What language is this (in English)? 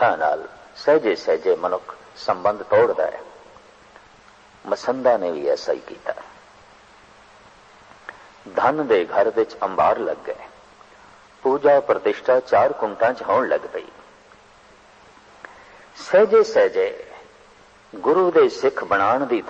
Punjabi